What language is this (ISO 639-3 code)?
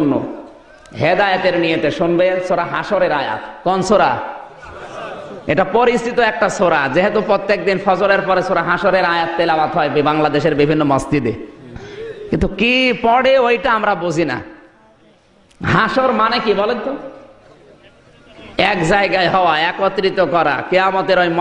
ben